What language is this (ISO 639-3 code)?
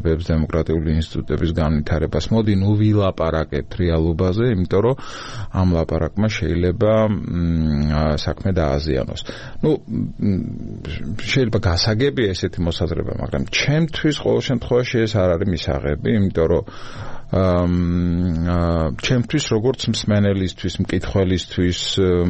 kat